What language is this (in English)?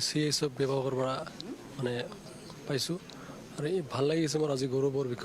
Assamese